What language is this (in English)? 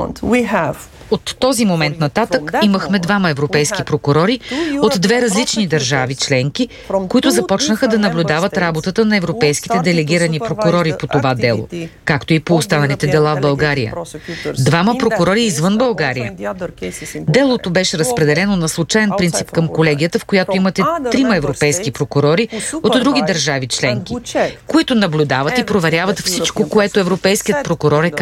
Bulgarian